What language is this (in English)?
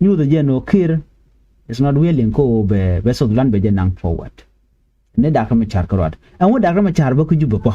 Nuer